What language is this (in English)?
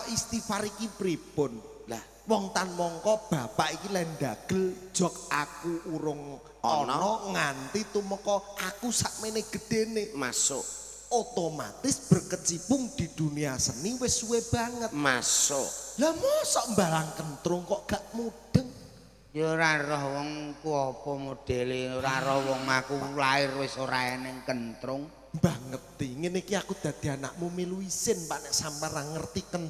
Javanese